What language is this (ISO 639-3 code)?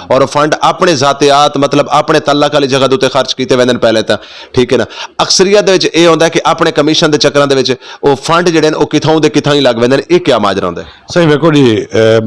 skr